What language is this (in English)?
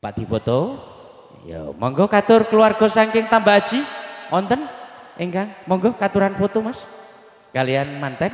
Javanese